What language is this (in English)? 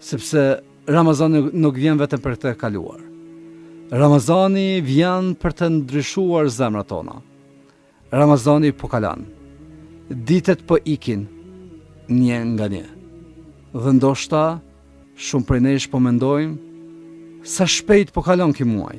Albanian